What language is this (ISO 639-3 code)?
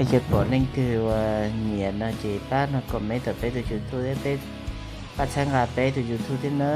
hmn